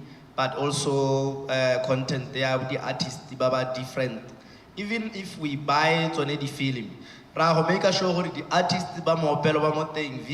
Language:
Tswana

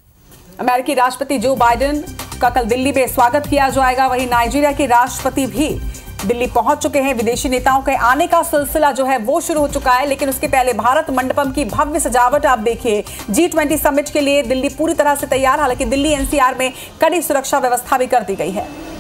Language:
Hindi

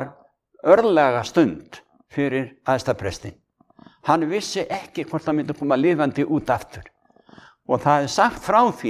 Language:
Icelandic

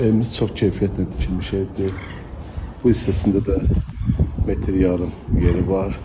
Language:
Azerbaijani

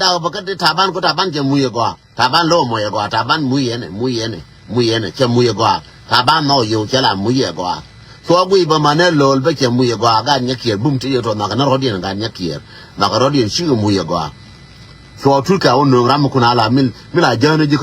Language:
Nuer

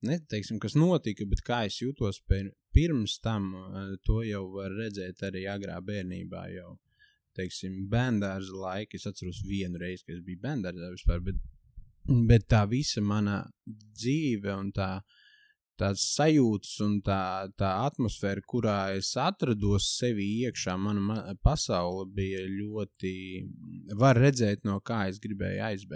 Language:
Latvian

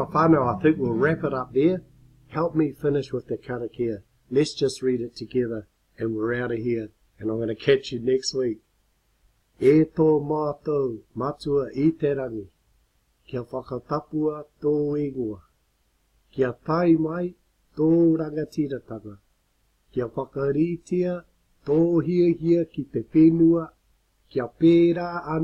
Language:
Māori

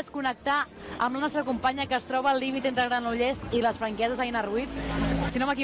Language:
Catalan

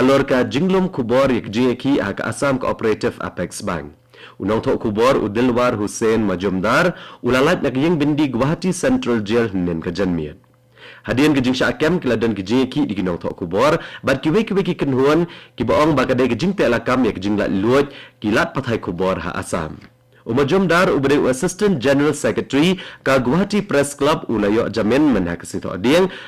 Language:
Khasi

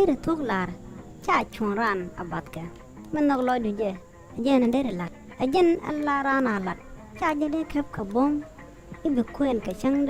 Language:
Nuer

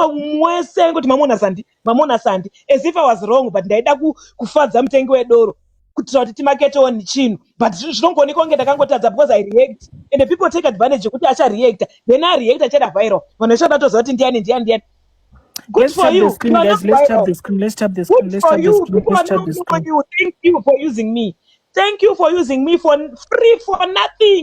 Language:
Shona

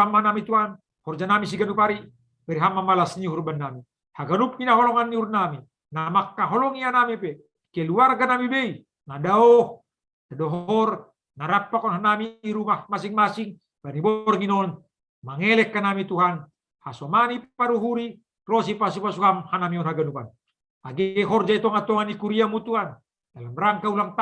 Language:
Batak Simalungun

